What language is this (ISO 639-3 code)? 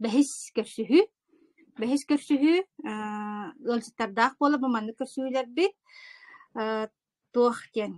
sah